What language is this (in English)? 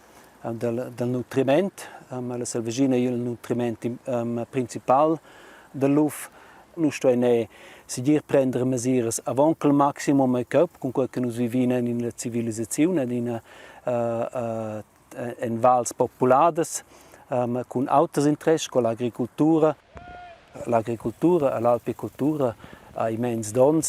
Romansh